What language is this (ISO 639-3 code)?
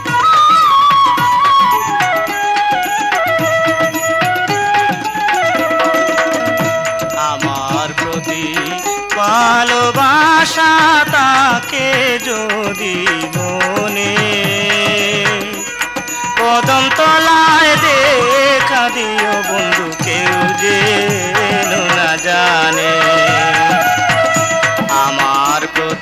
ben